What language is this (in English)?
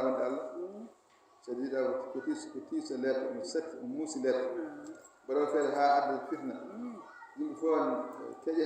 Fula